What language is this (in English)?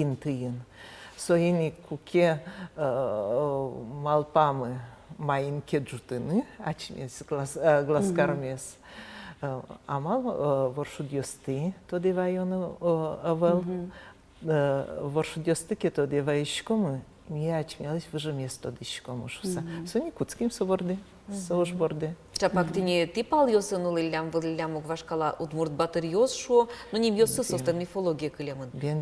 Udmurt